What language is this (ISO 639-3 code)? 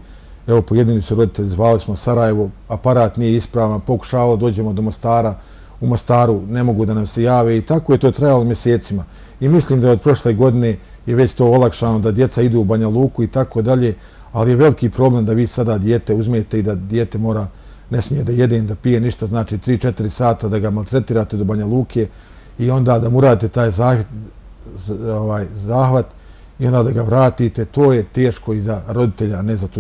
bos